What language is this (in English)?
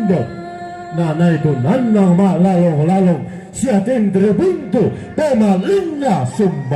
Toraja-Sa'dan